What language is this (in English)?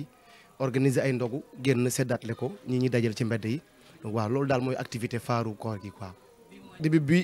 Wolof